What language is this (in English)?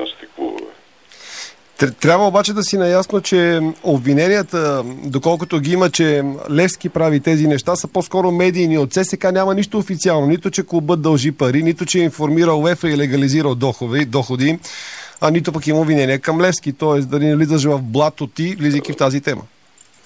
Bulgarian